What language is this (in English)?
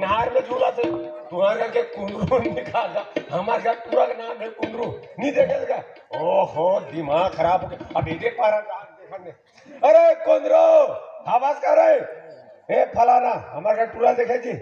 Chhattisgarhi